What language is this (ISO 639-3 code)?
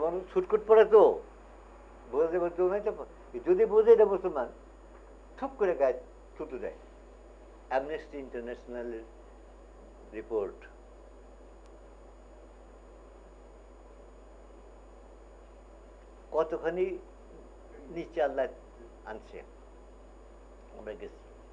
ben